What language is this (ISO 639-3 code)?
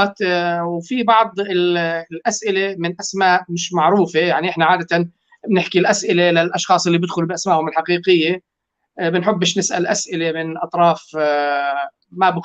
apc